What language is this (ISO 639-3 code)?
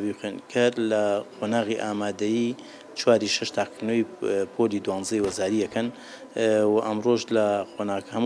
ckb